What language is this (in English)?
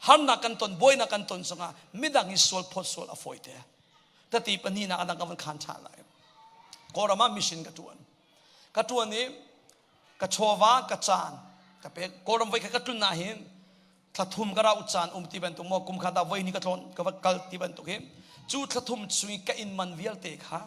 Hakha Chin